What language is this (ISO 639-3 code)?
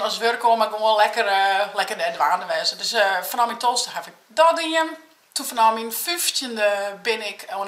fry